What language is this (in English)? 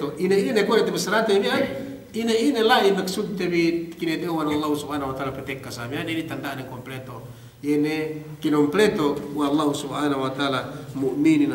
Yakan